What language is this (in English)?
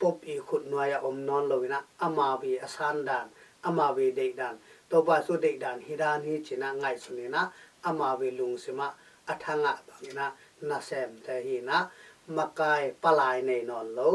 Tedim Chin